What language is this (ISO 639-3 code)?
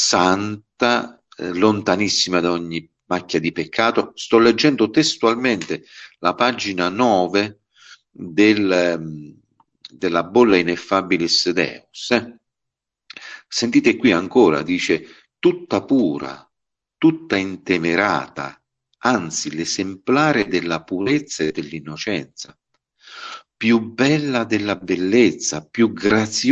ita